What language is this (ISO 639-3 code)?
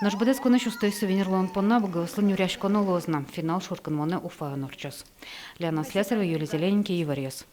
udm